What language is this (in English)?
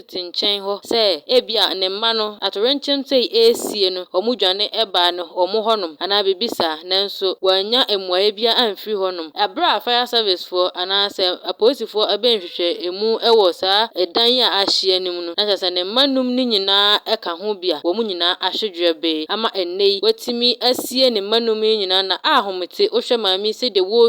Akan